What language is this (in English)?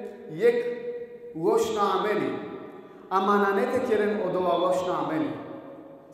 Balkan Romani